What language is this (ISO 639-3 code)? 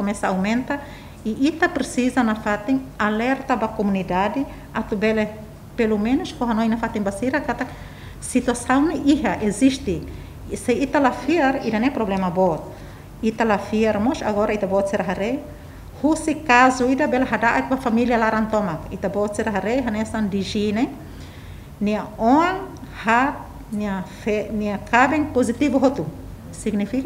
tet